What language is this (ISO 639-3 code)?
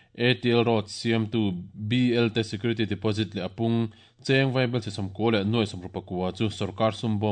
lus